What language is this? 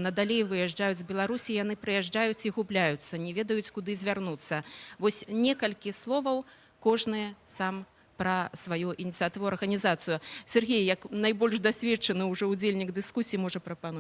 Belarusian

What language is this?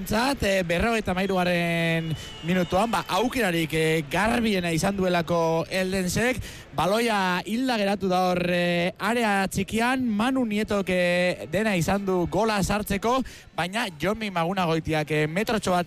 Basque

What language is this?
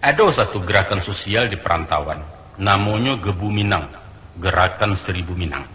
Minangkabau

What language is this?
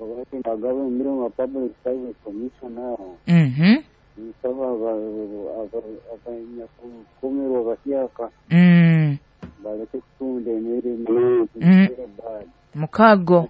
Nyoro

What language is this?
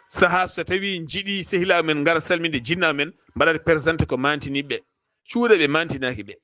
Fula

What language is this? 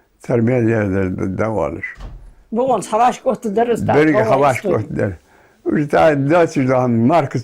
Ingush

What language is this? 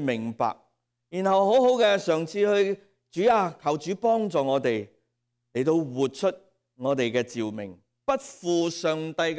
Cantonese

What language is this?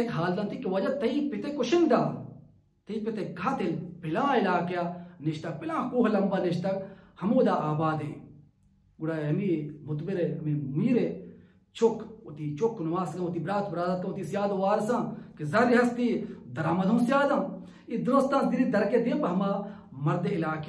Baluchi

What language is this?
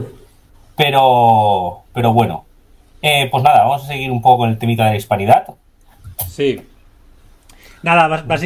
Spanish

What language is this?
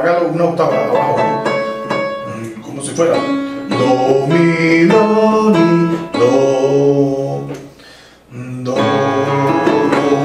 Spanish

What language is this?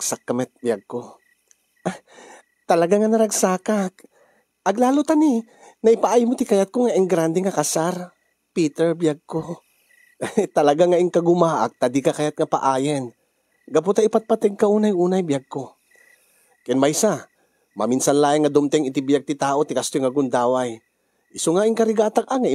Iloko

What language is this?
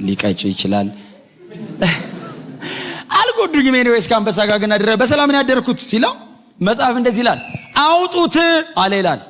Amharic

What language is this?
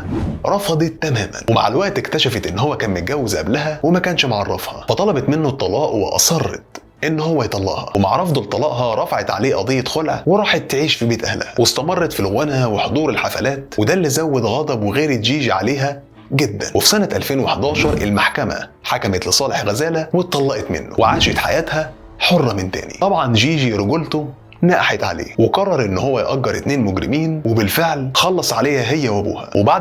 Egyptian Arabic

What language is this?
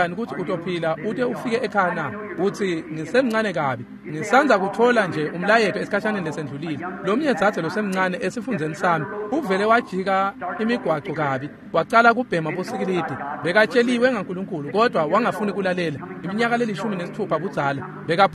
Swati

